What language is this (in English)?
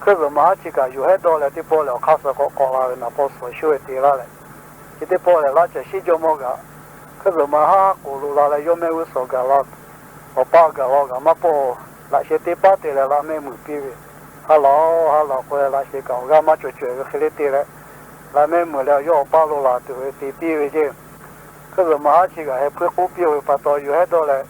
Lahu